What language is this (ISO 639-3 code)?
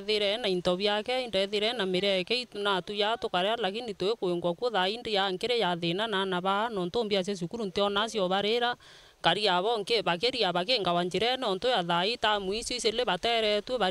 mer